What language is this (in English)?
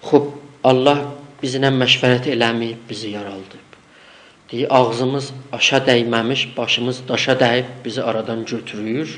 South Azerbaijani